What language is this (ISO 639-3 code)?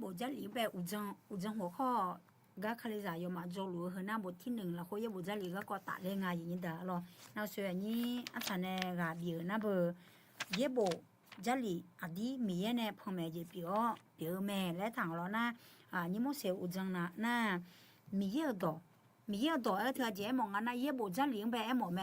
ahk